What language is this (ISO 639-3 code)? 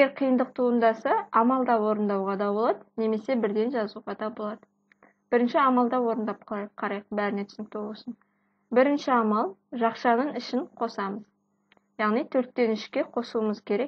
kaz